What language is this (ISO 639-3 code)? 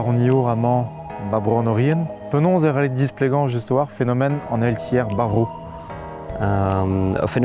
bre